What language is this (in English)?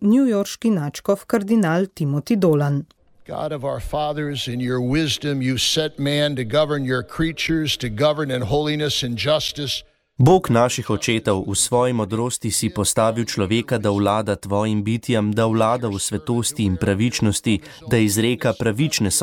Slovenian